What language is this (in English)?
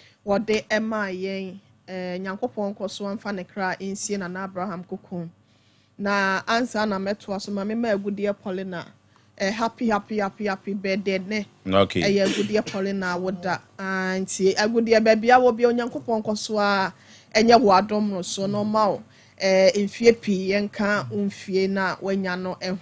Akan